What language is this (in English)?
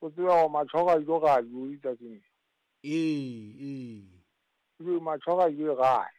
Southern Sotho